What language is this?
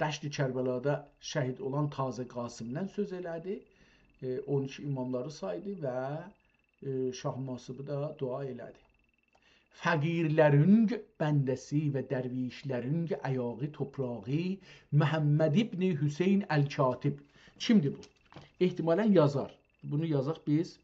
South Azerbaijani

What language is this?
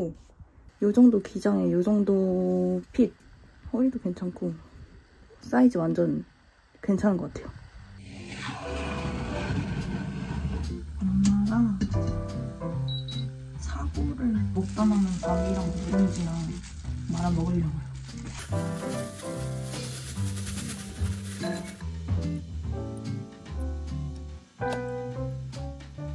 Korean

